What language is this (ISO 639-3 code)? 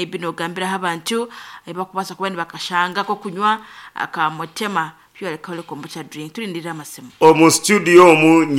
nyn